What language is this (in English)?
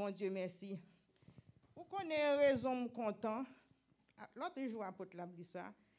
Haitian Creole